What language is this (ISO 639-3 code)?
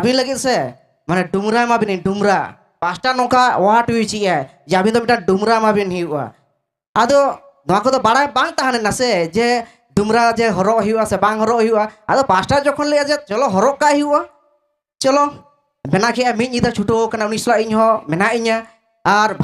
sat